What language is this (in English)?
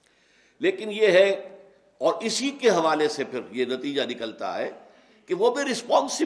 Urdu